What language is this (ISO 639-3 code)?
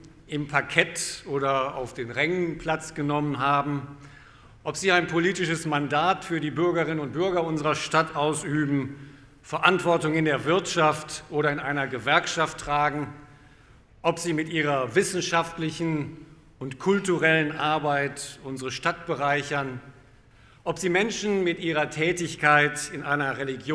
deu